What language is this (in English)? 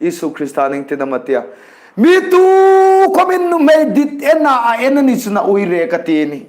Hmar